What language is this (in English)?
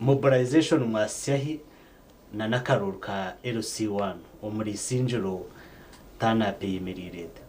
Nyankole